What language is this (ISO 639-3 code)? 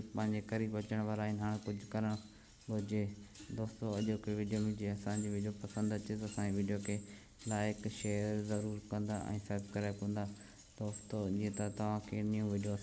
snd